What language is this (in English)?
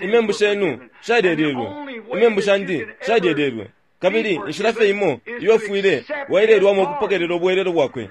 Bemba